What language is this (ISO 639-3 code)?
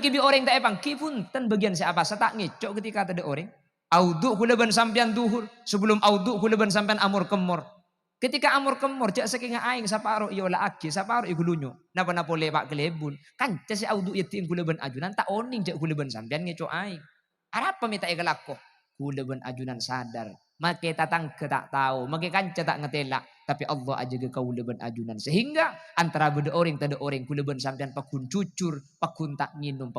mad